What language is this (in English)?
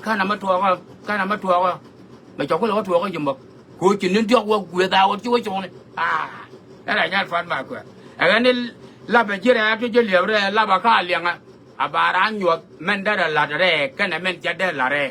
Nuer